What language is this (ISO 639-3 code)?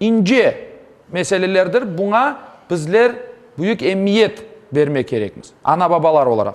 crh